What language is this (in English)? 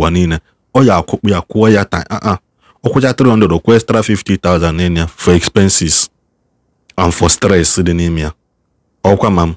Igbo